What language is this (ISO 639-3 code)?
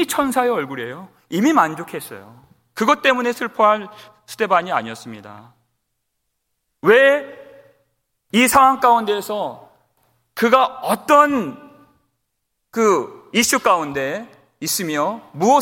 kor